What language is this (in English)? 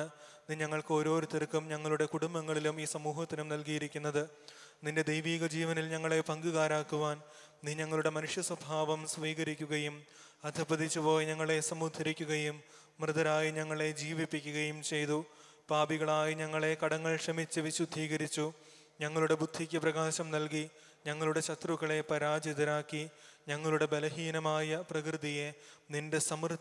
Malayalam